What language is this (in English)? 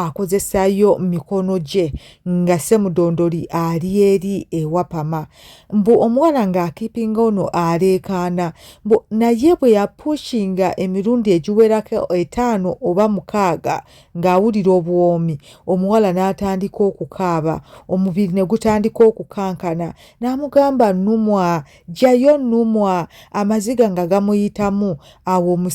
Ganda